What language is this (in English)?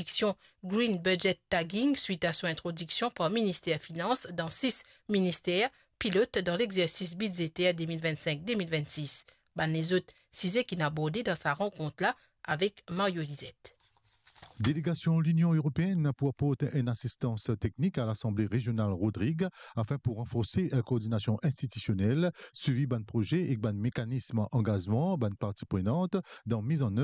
Morisyen